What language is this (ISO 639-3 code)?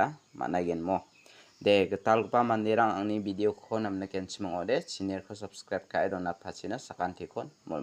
grt